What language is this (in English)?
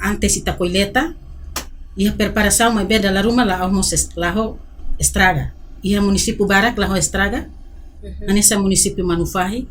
Tetum